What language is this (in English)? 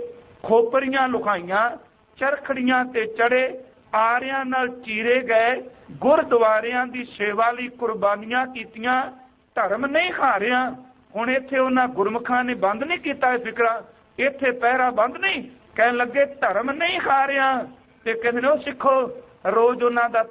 Punjabi